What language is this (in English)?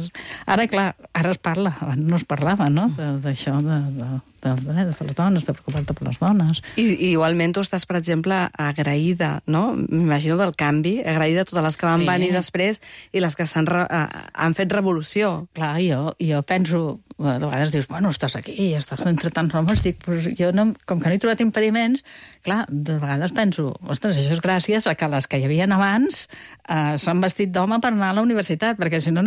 Catalan